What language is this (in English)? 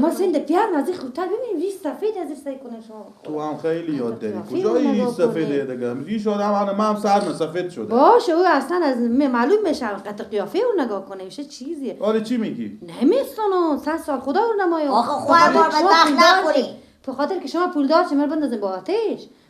Persian